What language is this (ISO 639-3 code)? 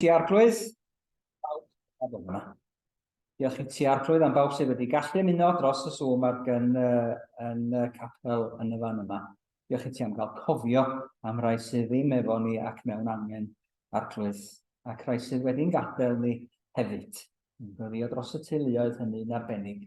cym